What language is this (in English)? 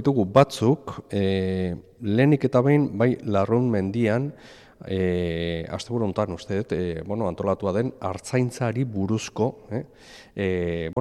Basque